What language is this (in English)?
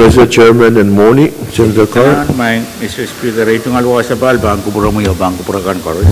Pohnpeian